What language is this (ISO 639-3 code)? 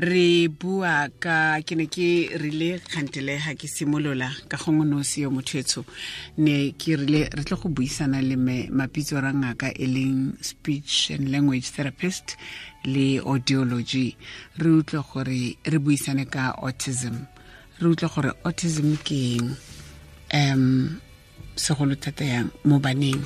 tsn